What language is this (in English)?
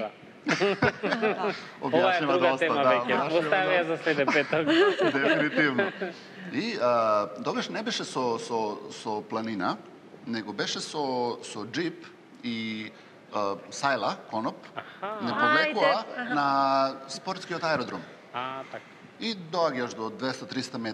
Macedonian